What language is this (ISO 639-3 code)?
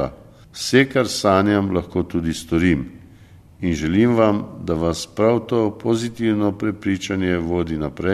slv